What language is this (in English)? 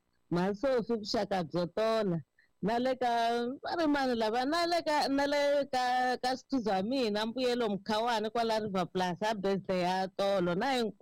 Tsonga